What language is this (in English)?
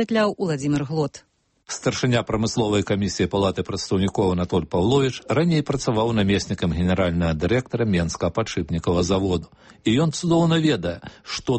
Belarusian